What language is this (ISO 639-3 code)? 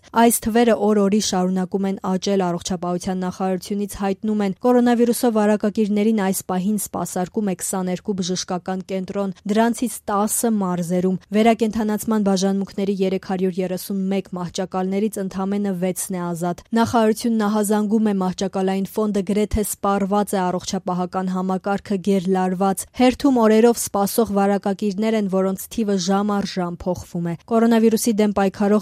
hye